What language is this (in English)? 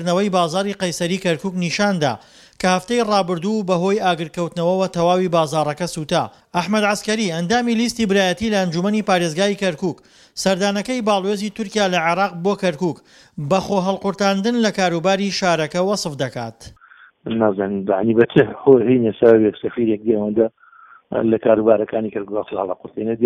Central Kurdish